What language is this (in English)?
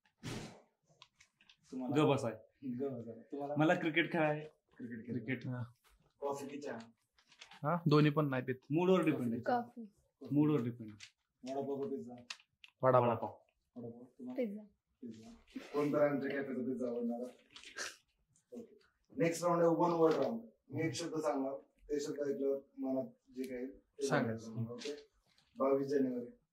Marathi